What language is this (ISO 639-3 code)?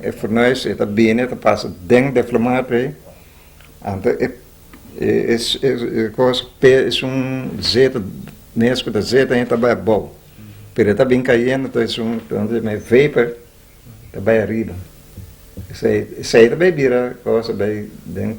pap